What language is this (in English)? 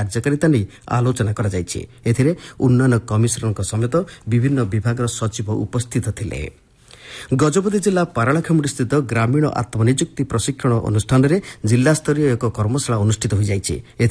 Odia